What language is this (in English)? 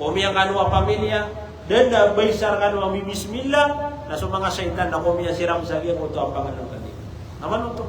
Maranao